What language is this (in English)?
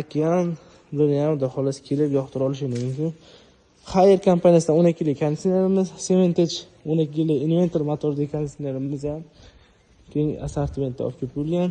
Uzbek